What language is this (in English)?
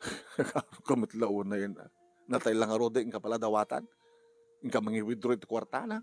Iloko